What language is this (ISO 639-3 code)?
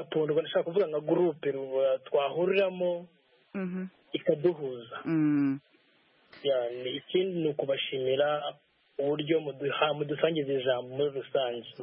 kin